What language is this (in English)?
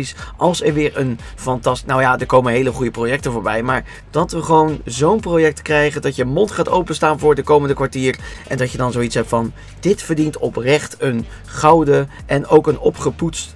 Dutch